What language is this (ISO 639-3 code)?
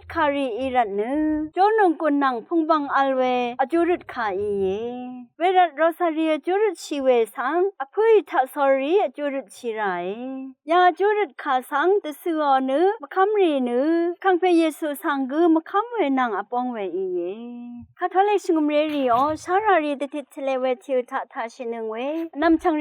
raw